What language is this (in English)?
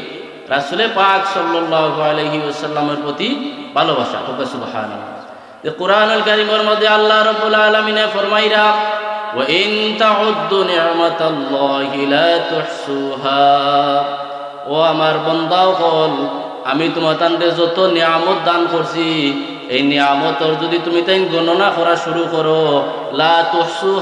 Sylheti